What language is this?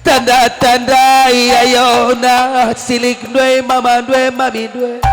Batak Karo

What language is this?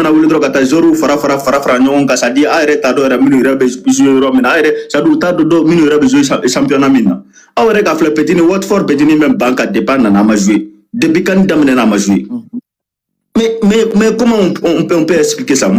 Bambara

